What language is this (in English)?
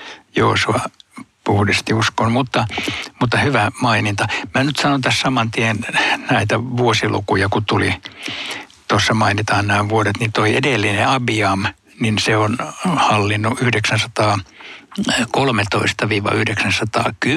Finnish